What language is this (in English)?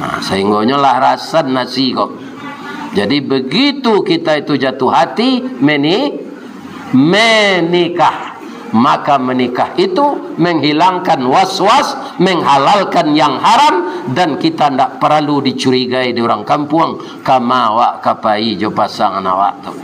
Minangkabau